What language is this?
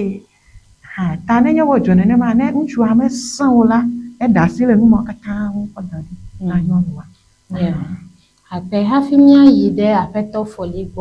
Ewe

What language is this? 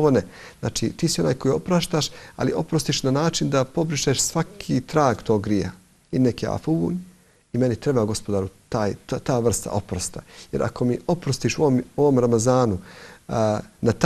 Bosnian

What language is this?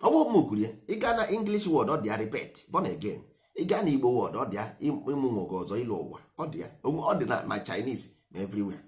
Igbo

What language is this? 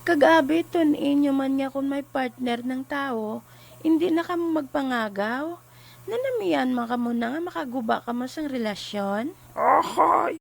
Hiligaynon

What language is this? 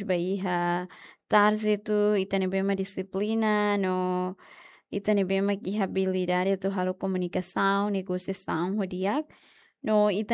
Tetum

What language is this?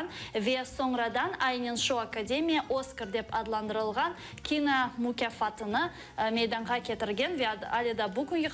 Crimean Tatar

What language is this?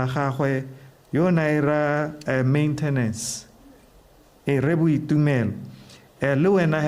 Tswana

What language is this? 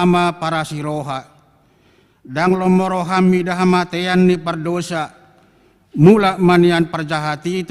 Batak Toba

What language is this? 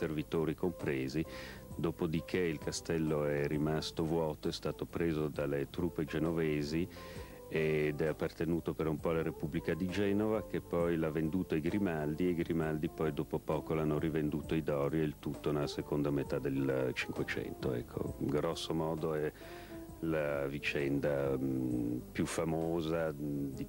Italian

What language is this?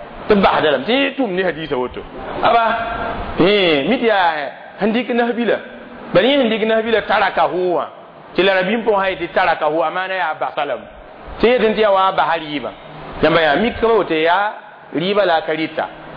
Mossi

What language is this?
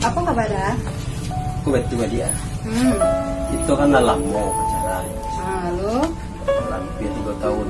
Minangkabau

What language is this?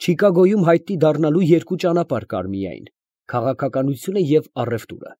Armenian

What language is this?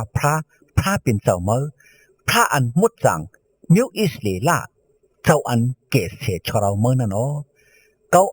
Shan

